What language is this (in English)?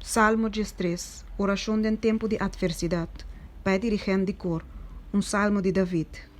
Papiamento